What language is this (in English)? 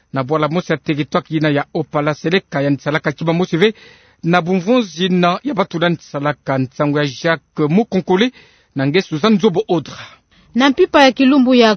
Kituba (Democratic Republic of Congo)